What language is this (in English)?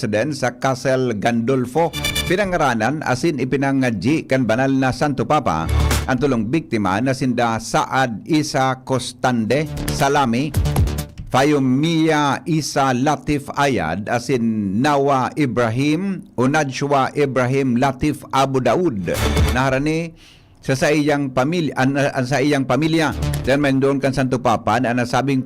Bikol